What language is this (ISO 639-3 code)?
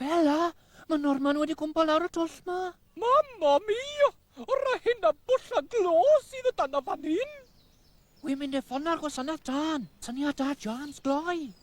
cym